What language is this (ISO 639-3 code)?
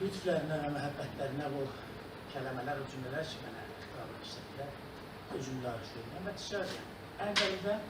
azb